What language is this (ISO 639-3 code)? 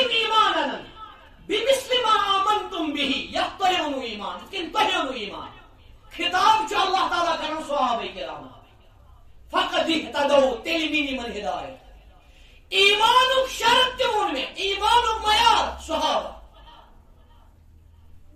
kas